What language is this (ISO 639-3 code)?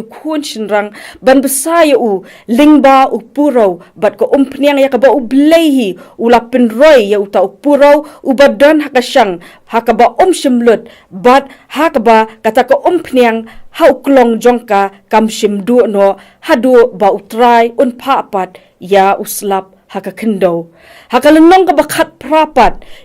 kha